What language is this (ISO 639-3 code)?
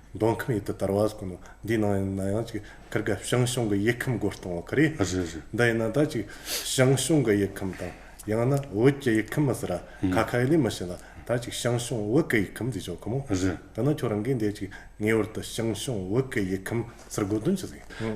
bod